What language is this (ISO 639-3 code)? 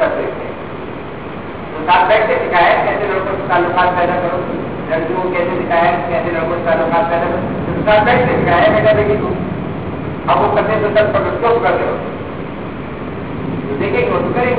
urd